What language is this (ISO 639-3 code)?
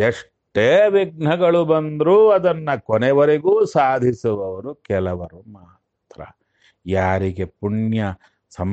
kan